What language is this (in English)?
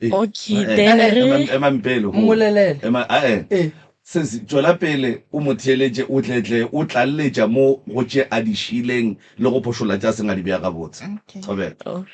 Northern Sotho